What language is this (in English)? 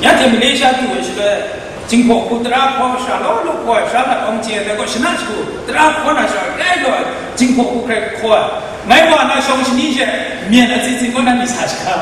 Kachin